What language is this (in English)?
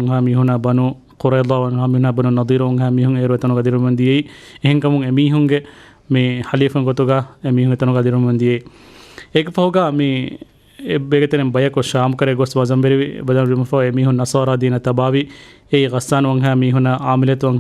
Divehi